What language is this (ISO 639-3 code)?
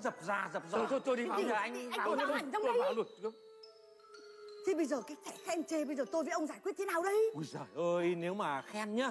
vie